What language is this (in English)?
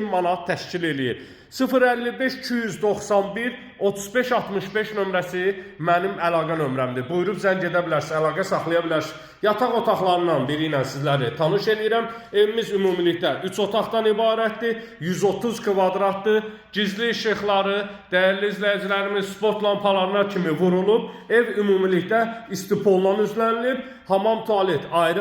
Azerbaijani